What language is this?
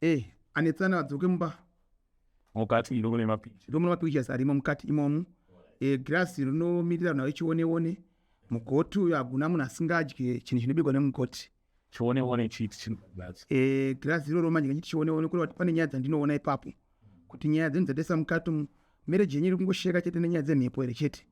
Shona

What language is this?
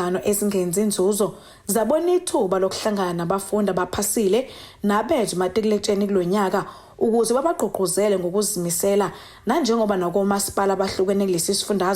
Zulu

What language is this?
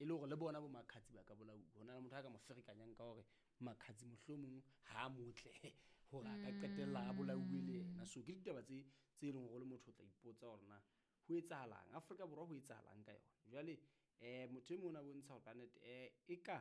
Southern Sotho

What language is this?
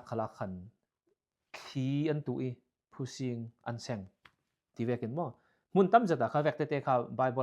Falam Chin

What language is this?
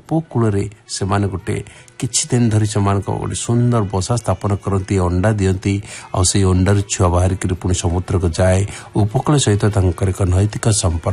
Odia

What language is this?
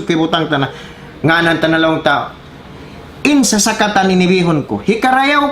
Tausug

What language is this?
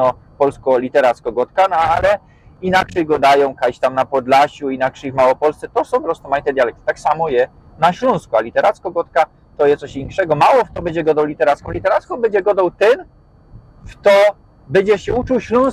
Silesian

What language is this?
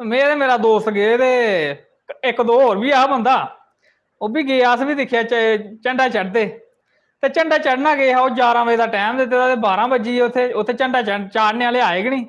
Dogri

